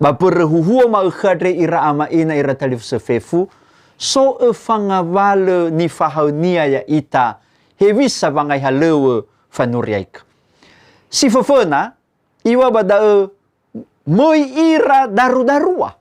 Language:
Nias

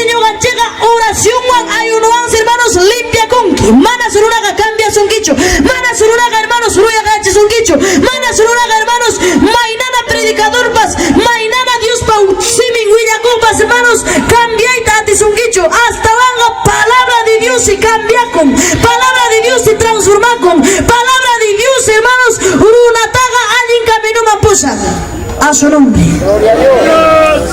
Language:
Ayacucho Quechua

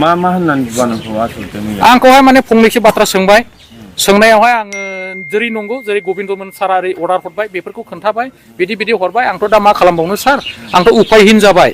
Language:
Bodo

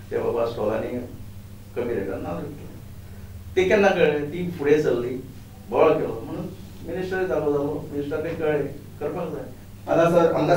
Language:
Konkani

